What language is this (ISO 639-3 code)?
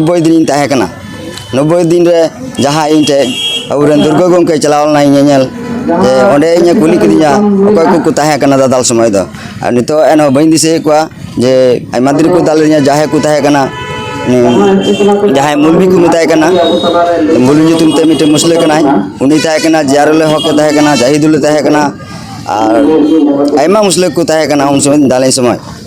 sat